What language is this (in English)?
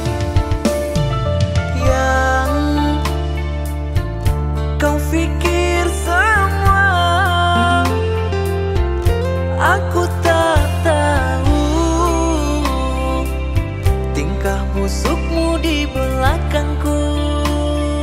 Indonesian